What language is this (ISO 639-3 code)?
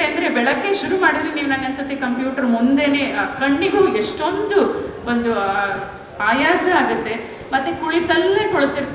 kan